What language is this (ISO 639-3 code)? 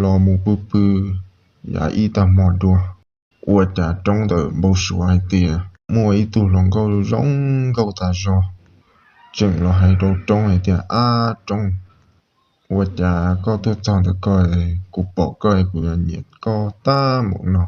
hmn